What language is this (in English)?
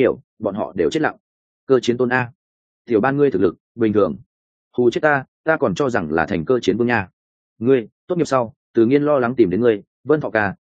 Vietnamese